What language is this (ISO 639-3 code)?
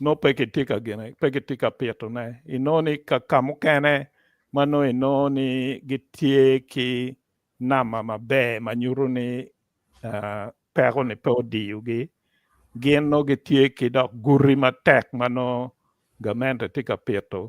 ach